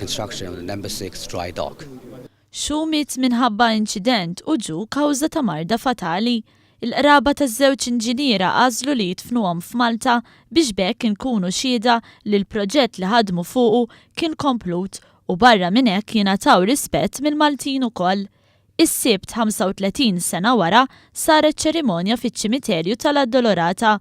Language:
Maltese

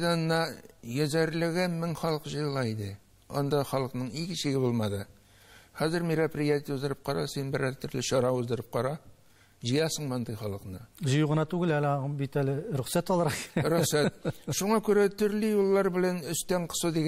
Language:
Tatar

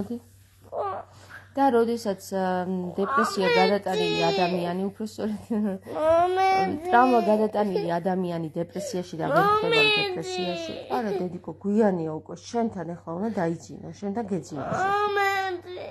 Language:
Georgian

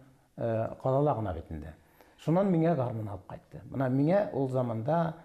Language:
Bashkir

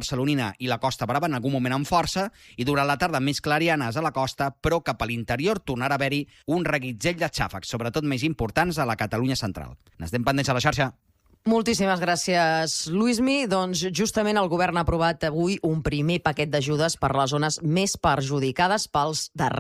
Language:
Catalan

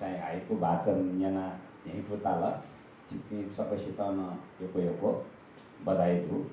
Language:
Newari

